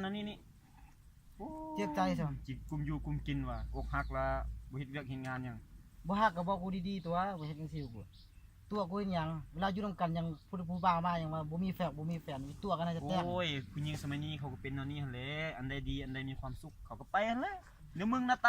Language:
Lao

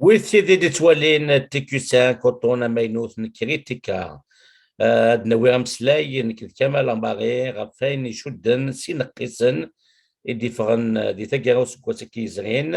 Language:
Kabyle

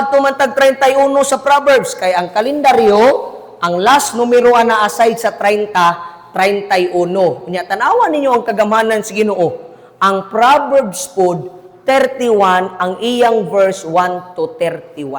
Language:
Cebuano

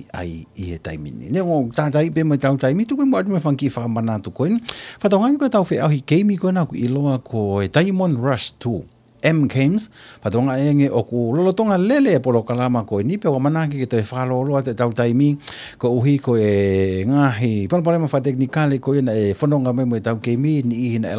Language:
Tongan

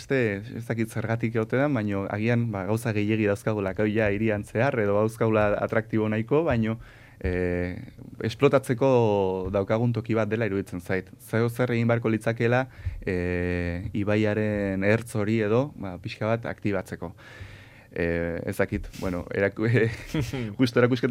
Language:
Basque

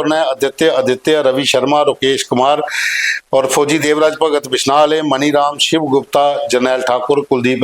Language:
Dogri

